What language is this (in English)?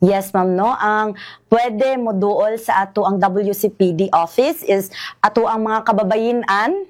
Cebuano